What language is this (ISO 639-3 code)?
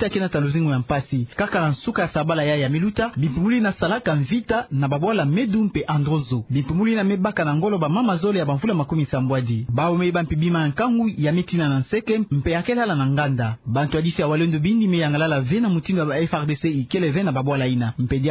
ktu